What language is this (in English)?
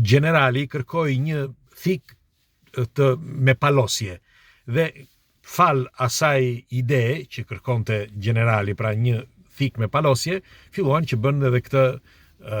Albanian